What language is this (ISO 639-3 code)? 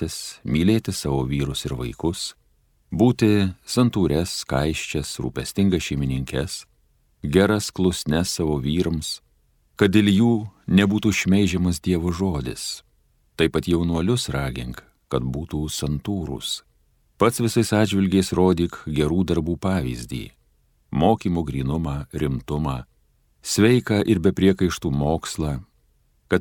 lit